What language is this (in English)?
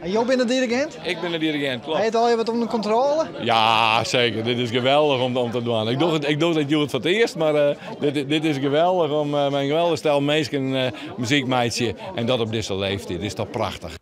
Western Frisian